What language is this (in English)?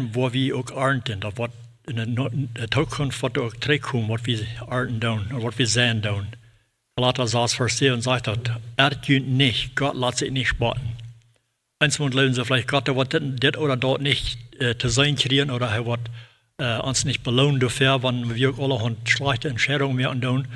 Plautdietsch